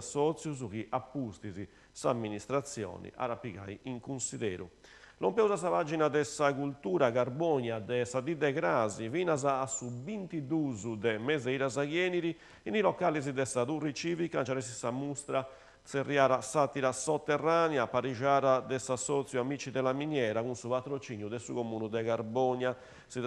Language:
Sardinian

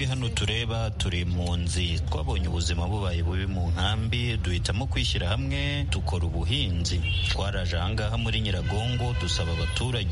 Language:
Kinyarwanda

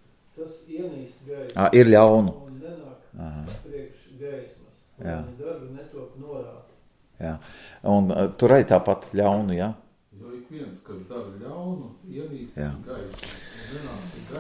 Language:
Latvian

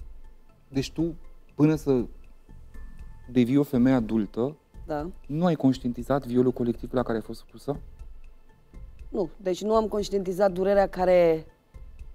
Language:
Romanian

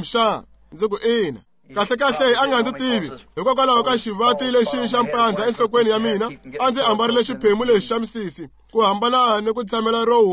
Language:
Tsonga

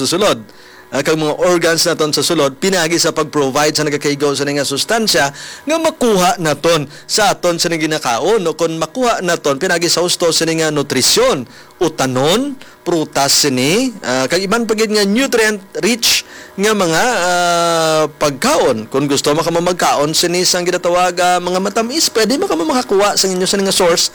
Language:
Hiligaynon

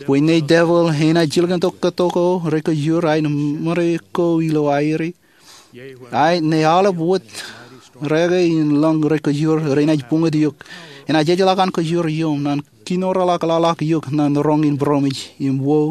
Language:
Marshallese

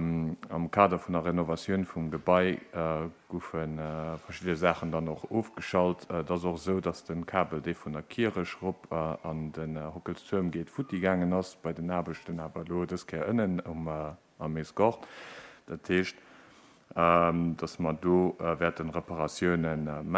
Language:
Luxembourgish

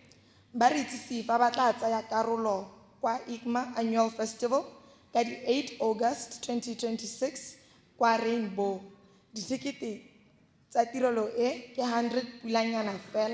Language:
Tswana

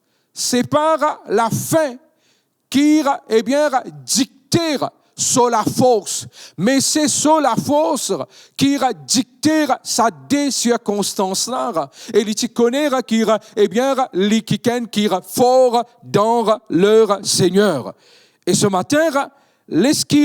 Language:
Morisyen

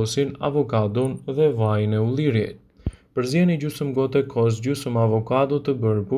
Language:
Albanian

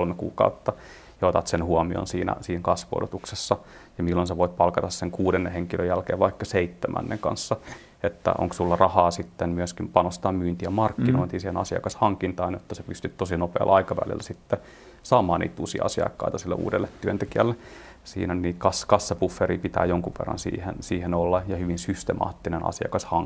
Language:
Finnish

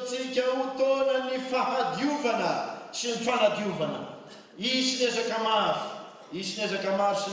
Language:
Malagasy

